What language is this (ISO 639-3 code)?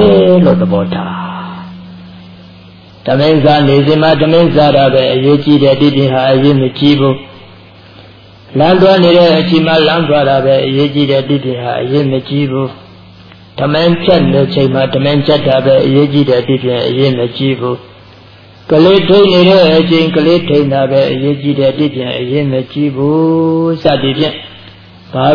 mya